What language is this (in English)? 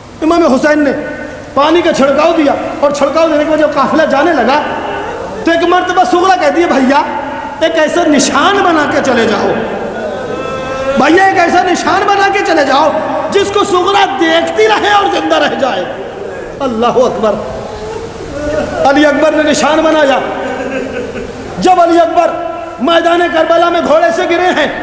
Urdu